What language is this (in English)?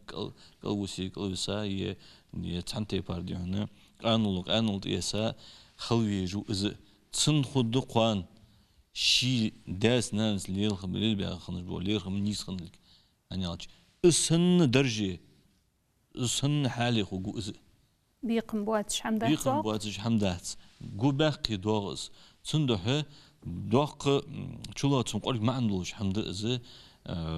Ingush